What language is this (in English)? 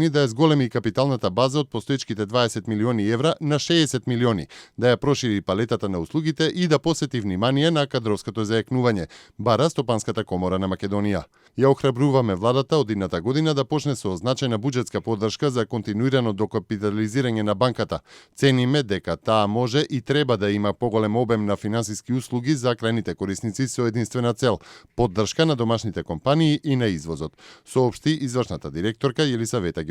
Macedonian